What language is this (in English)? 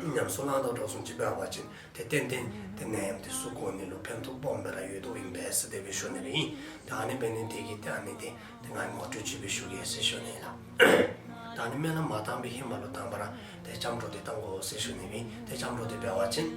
Dzongkha